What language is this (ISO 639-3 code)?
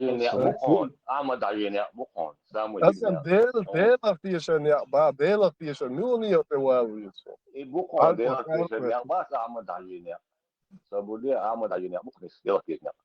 che